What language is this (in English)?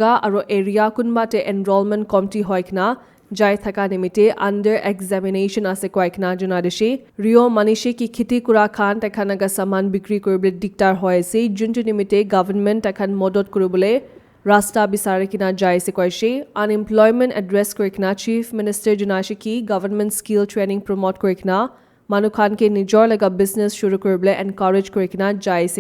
Naga Pidgin